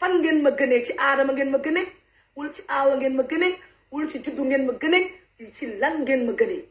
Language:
Wolof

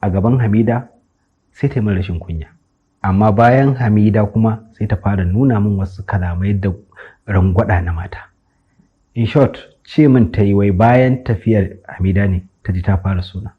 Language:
Hausa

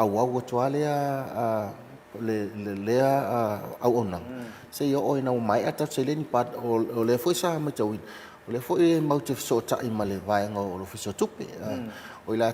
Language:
Samoan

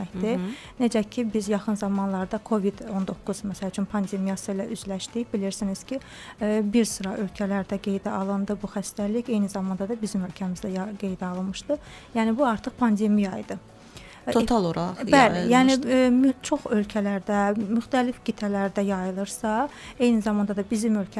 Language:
Azerbaijani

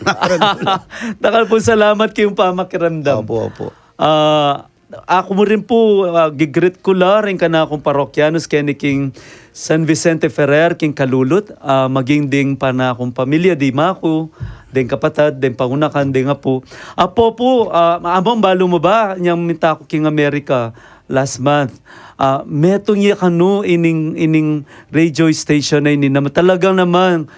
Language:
Pampanga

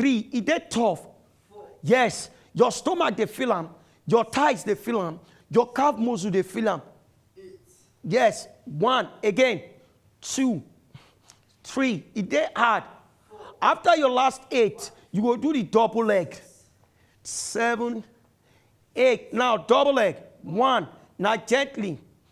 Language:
Nigerian Pidgin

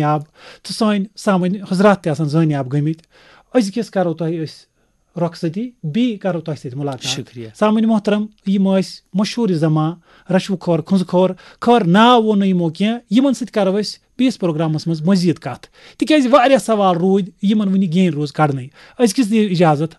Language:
Kashmiri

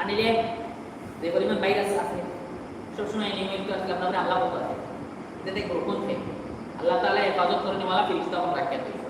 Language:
Sylheti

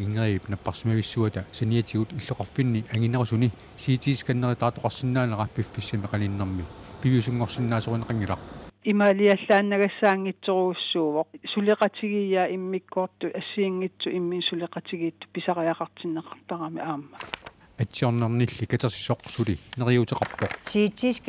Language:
Kalaallisut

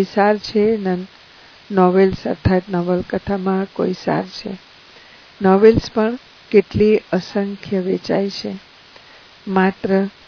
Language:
Gujarati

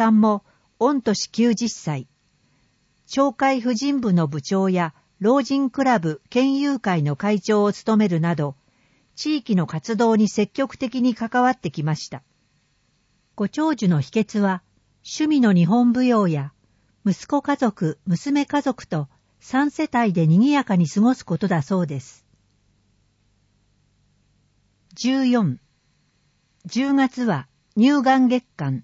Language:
Japanese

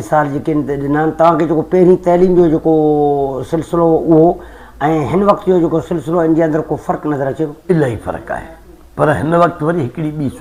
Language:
Sindhi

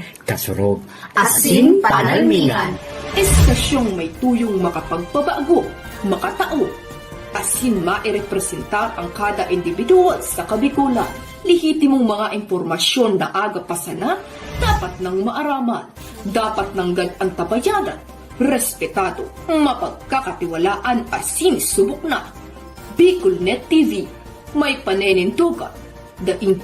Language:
Bikol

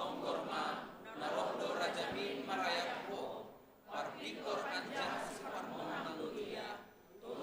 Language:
Batak Simalungun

